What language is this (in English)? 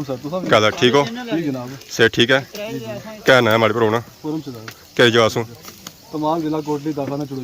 Pahari-Potwari